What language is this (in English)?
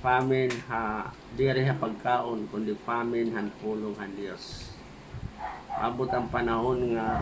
Waray